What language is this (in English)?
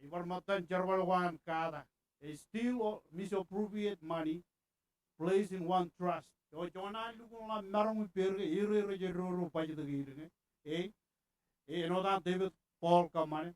Marshallese